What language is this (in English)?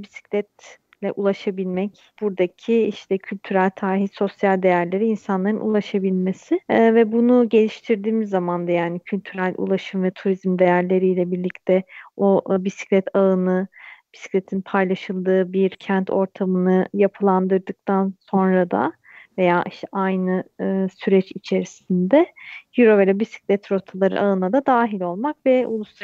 Turkish